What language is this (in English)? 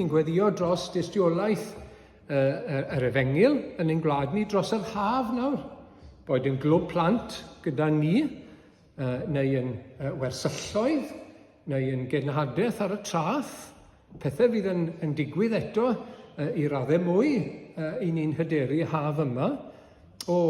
Welsh